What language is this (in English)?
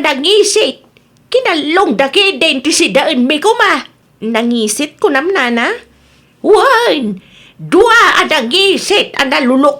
Iloko